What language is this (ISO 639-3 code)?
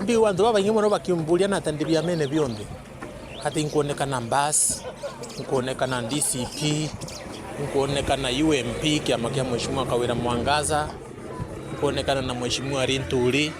mer